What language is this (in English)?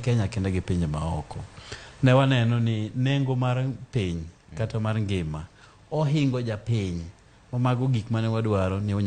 Luo (Kenya and Tanzania)